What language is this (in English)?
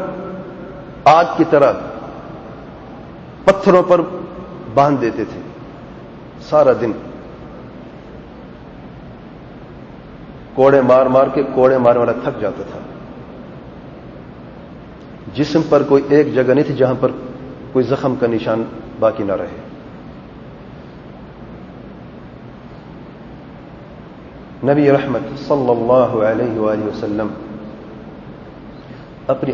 Urdu